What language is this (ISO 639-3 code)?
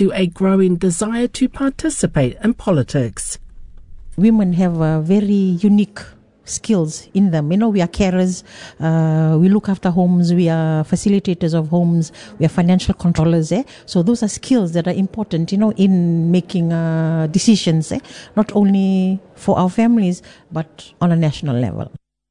eng